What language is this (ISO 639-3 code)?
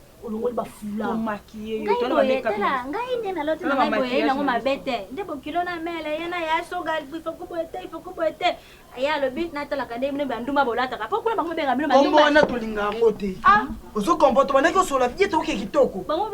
lin